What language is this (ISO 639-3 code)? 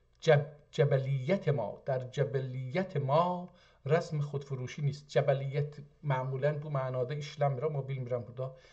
azb